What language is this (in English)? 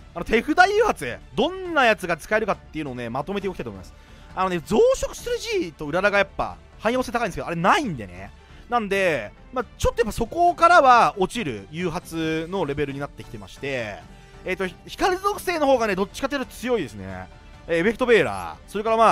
Japanese